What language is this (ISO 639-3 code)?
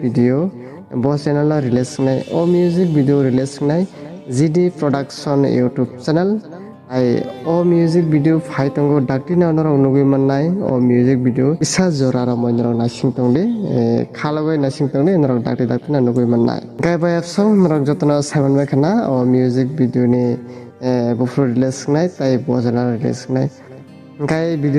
trp